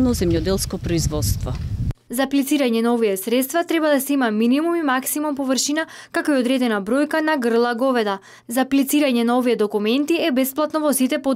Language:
Macedonian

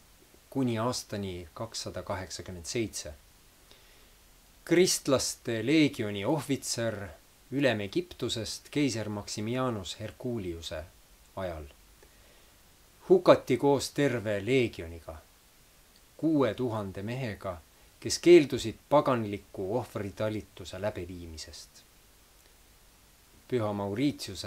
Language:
Estonian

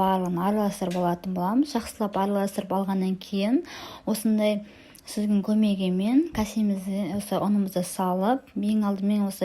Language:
Kazakh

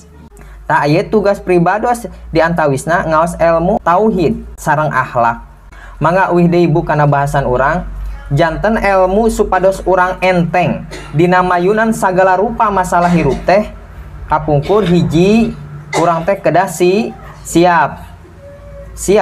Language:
Sundanese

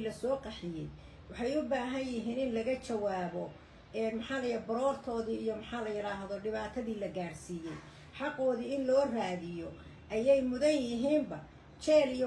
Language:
Somali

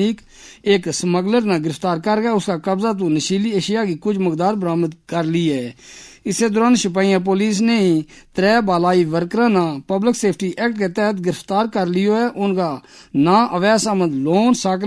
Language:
Gujari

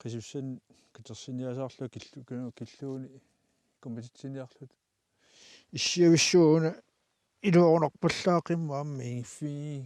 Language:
Kalaallisut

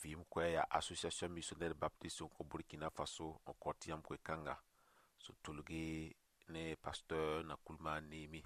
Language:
Mossi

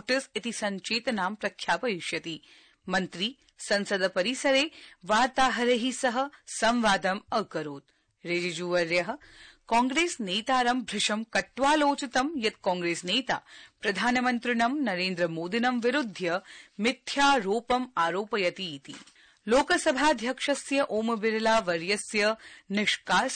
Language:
Sanskrit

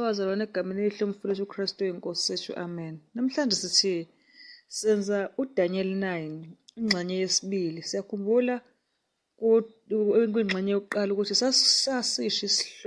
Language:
Zulu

